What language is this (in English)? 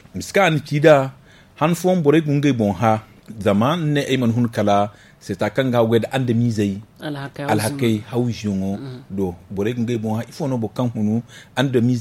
Zarma